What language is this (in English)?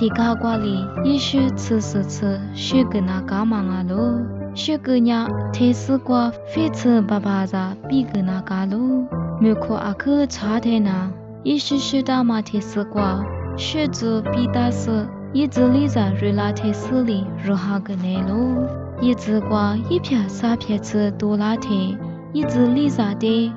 Lisu